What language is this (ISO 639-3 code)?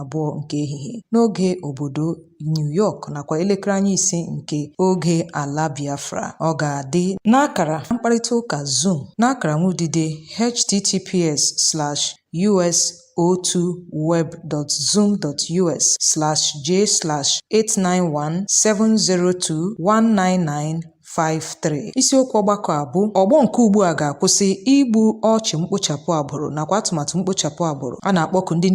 ibo